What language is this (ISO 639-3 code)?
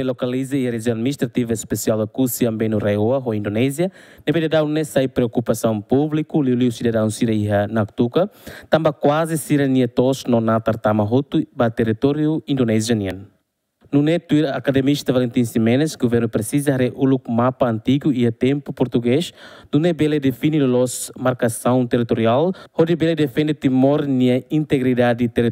tet